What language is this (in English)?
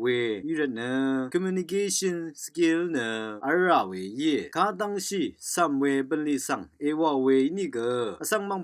Rawang